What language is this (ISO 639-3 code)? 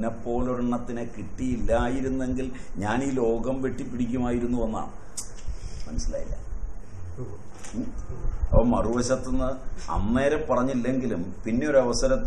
mal